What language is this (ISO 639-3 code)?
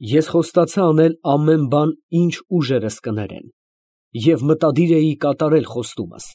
hye